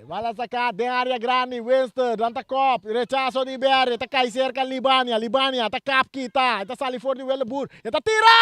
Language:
Papiamento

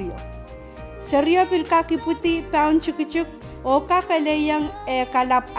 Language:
Pohnpeian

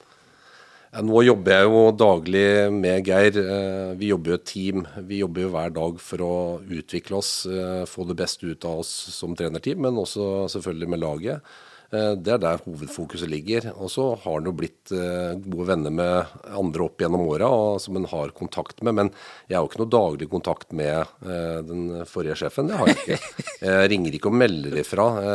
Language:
Norwegian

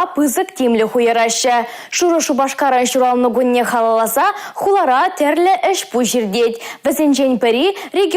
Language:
Chuvash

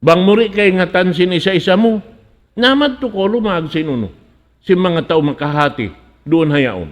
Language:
Tausug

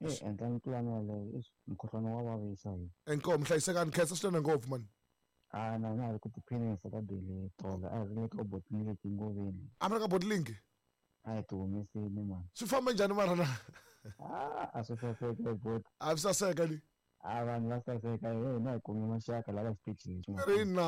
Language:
Tsonga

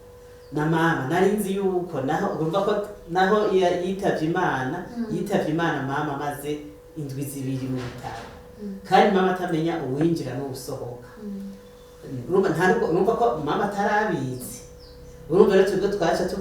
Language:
Rundi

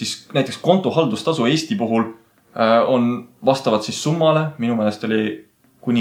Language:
Estonian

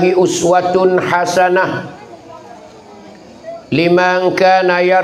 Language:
Pattani Malay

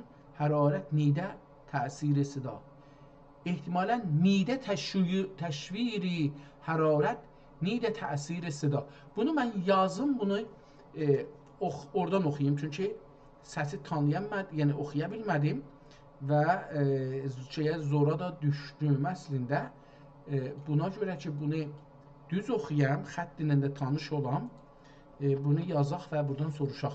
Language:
South Azerbaijani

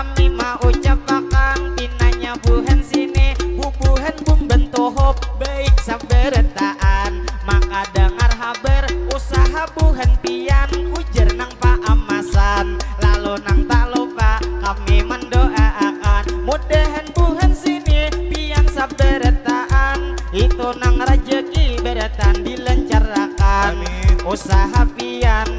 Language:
Banjar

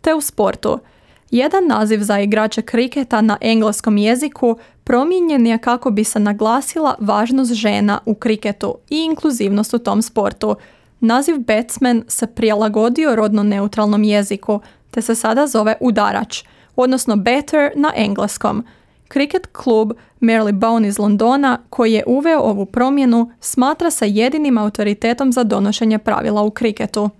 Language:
Croatian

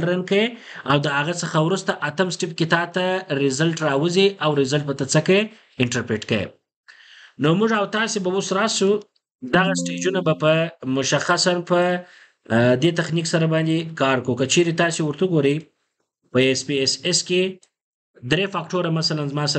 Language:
Pashto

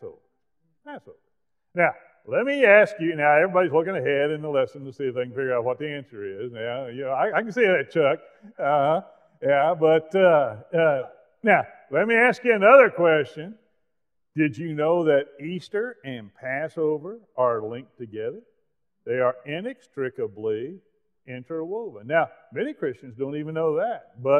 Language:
English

